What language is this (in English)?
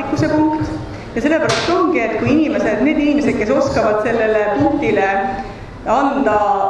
Estonian